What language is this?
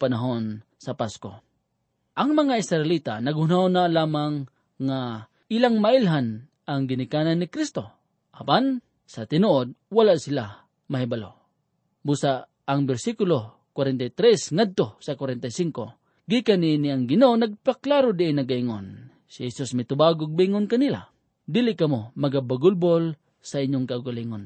Cebuano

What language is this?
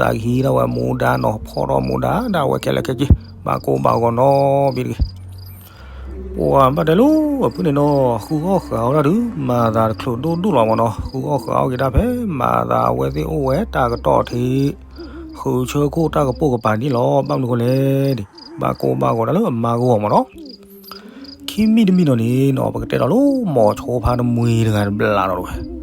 S'gaw Karen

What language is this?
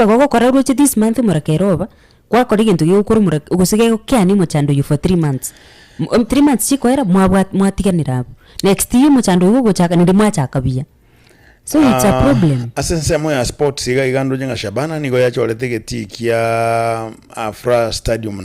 Gusii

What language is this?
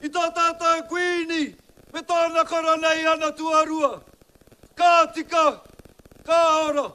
Māori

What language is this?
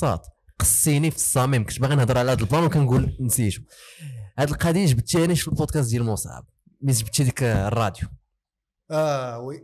Moroccan Arabic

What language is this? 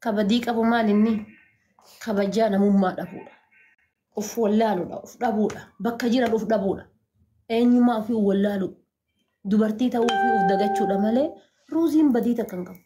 Oromo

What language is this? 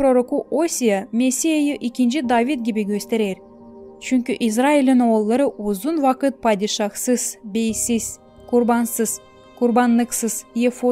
Gagauz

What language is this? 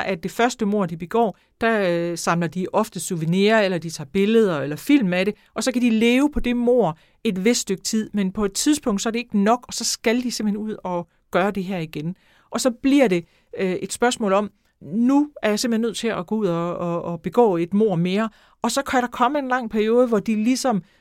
Danish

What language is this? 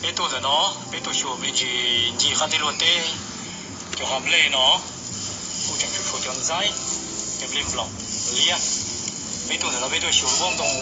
Hmong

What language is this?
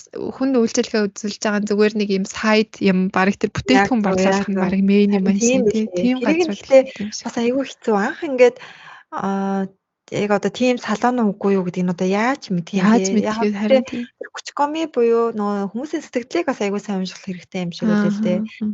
Mongolian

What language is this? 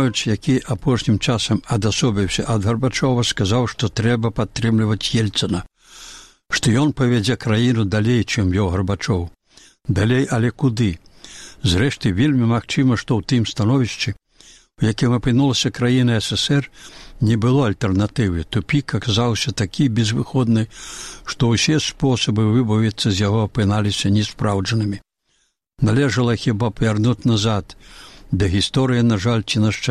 Belarusian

